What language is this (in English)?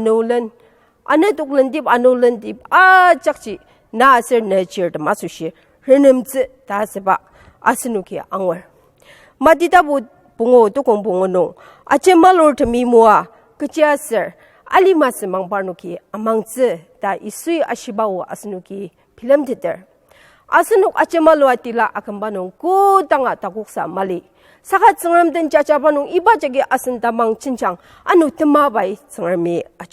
Ao Naga